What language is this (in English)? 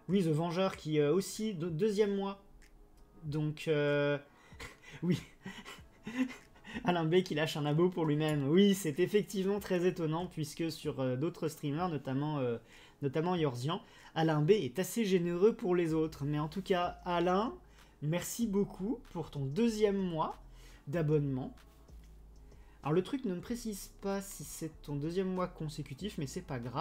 French